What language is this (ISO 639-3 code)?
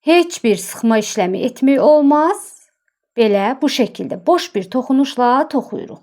aze